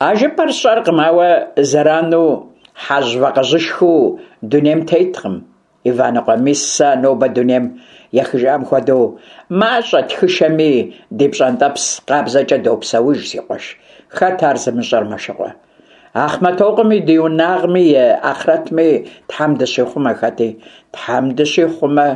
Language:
Kabardian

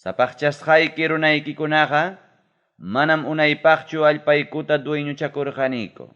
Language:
Ayacucho Quechua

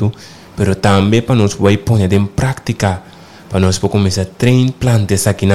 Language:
Papiamento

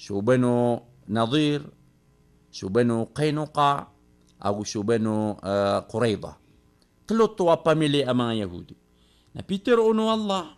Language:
Maranao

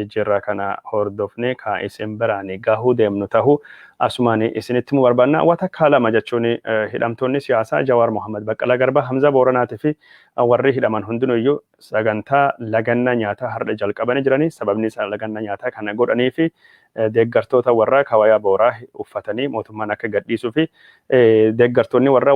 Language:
Oromo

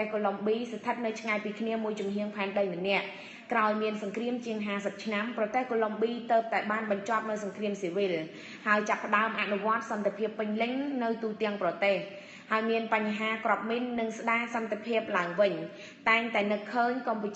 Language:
Khmer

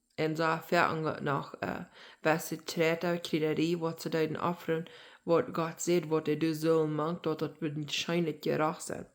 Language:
Plautdietsch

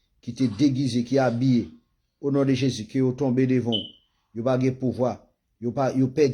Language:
Haitian Creole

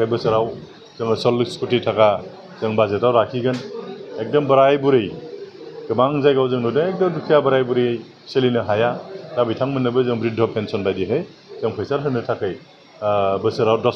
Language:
Bodo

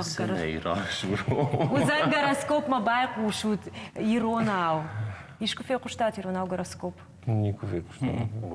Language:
Ossetic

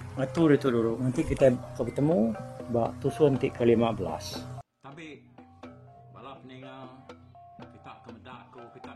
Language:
Iban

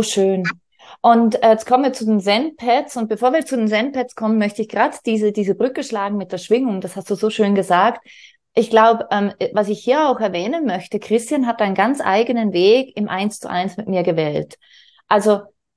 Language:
German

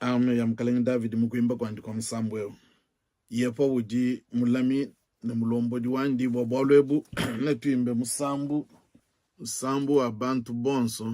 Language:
Luba-Lulua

